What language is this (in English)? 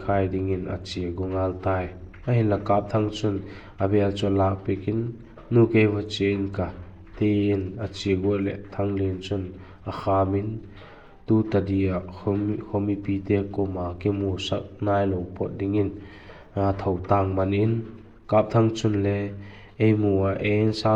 Vaiphei